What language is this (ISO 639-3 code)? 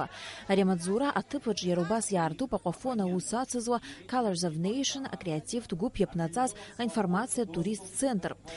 abk